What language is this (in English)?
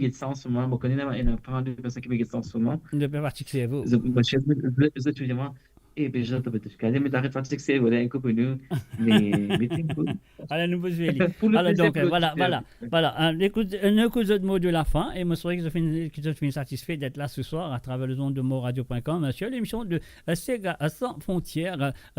Morisyen